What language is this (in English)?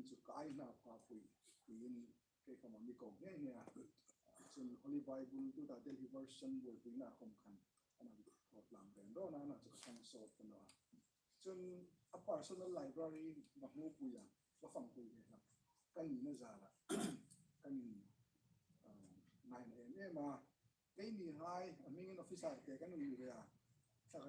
Hmar